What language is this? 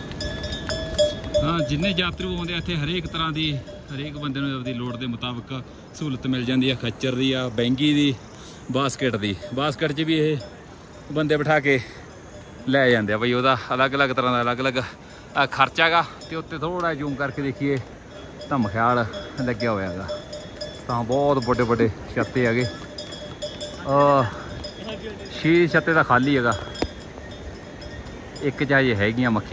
Punjabi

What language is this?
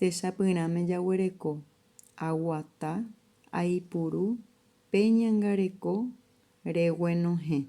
Guarani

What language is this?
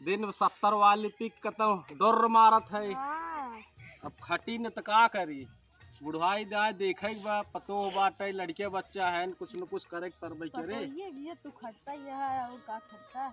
Awadhi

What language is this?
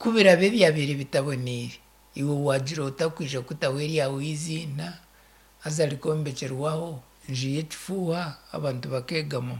Nyankole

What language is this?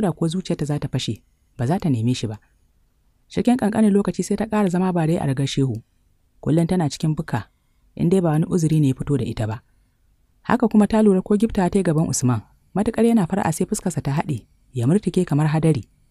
Hausa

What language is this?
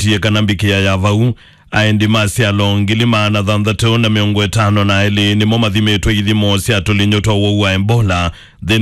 Kamba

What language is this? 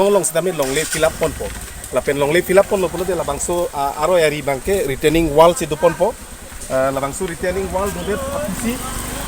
Karbi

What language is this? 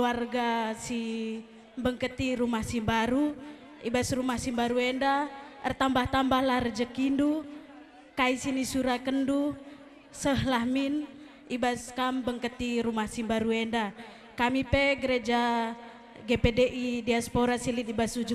Batak Karo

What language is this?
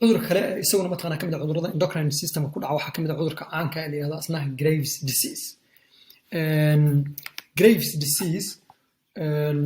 Somali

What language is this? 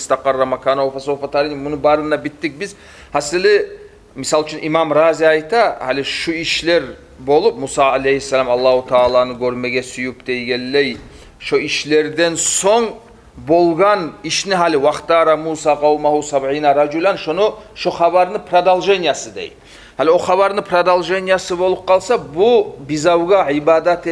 Kumyk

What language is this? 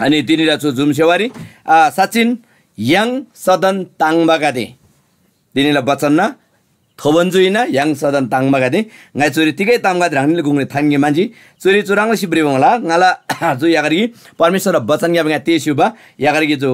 Eastern Tamang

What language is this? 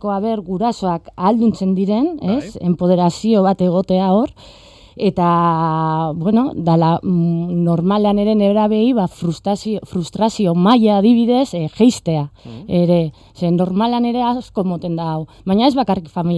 Basque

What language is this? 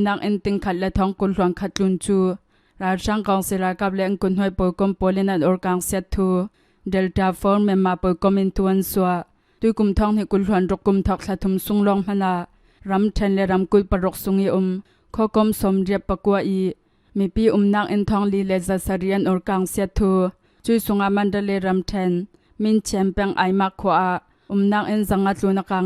Hakha Chin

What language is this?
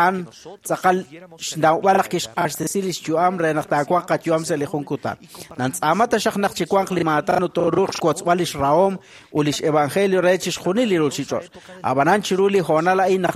Kekchí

